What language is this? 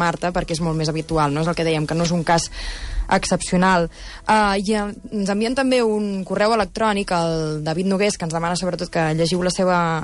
Catalan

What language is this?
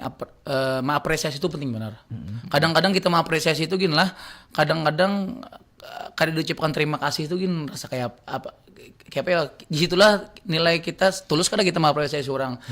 Banjar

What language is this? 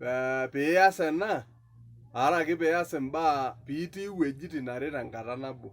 Masai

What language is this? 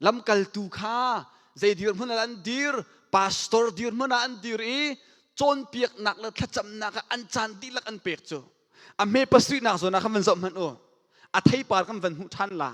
Hakha Chin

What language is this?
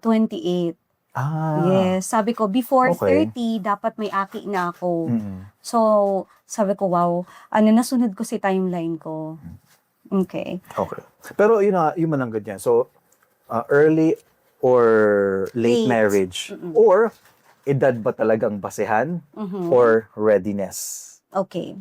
Bikol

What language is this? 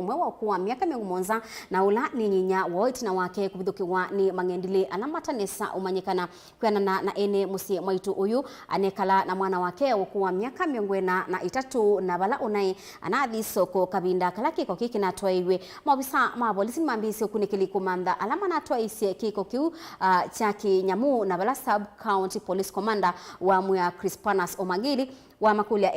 Kamba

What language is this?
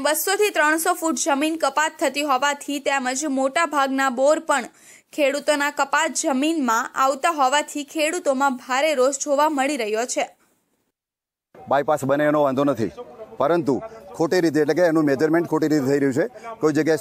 Gujarati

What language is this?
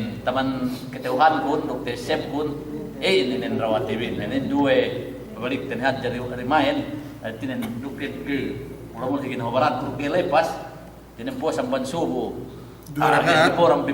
Yakan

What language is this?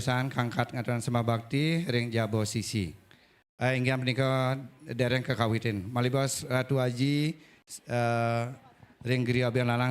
Balinese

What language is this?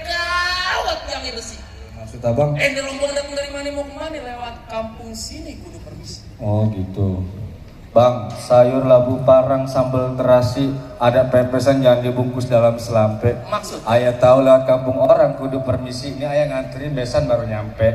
Betawi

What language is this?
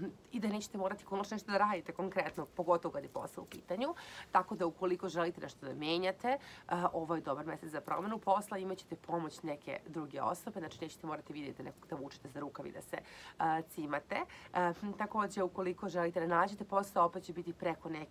Serbian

